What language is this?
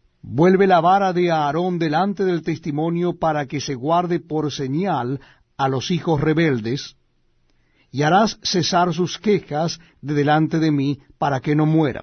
Spanish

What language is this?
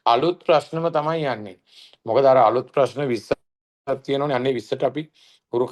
Sinhala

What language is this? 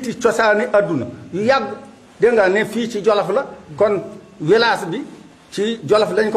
Wolof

